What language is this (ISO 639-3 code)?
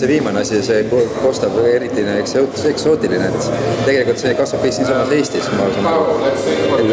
est